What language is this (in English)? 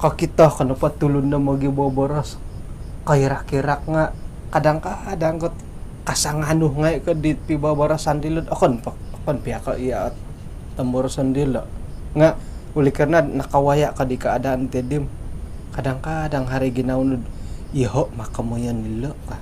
Central Dusun